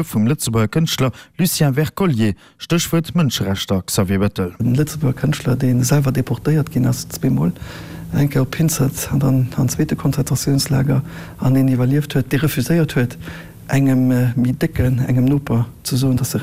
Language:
Luxembourgish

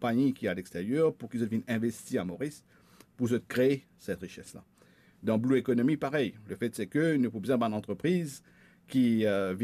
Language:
Morisyen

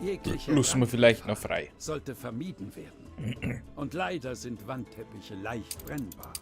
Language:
Bavarian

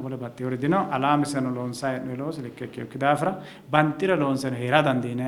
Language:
Sidamo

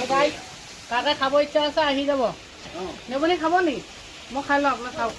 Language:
Assamese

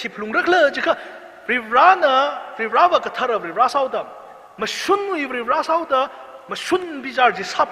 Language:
Tangkhul Naga (India)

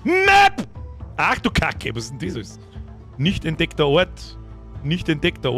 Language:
Bavarian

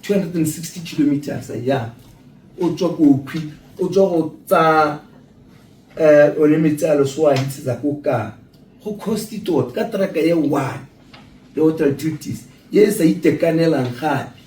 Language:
Tswana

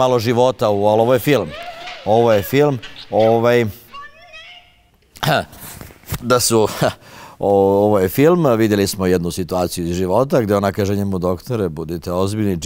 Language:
Serbian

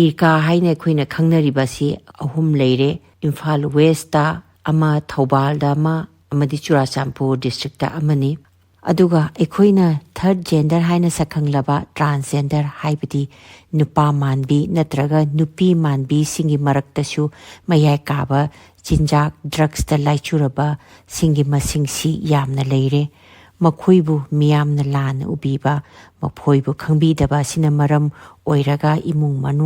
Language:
Manipuri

